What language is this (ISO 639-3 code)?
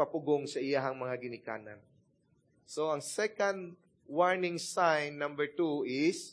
ceb